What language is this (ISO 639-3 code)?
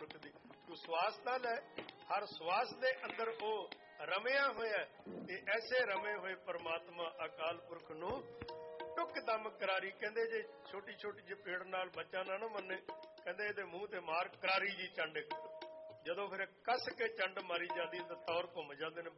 pan